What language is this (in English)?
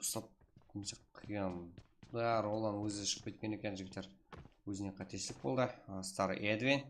Kara-Kalpak